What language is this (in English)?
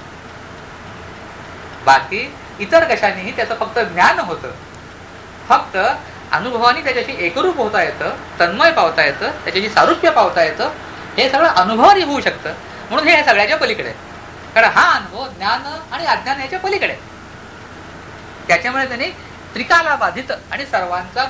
Marathi